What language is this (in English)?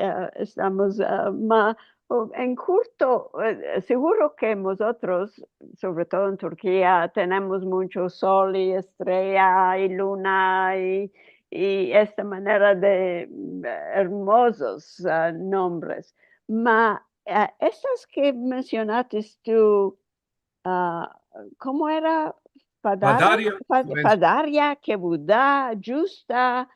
Ladino